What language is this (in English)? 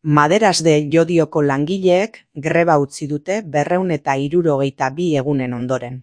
Basque